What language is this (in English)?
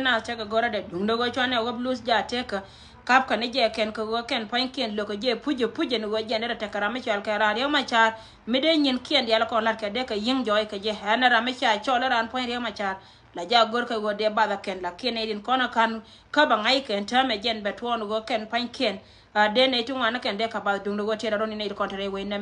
Nuer